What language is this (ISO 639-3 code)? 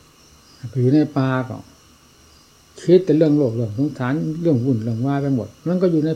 tha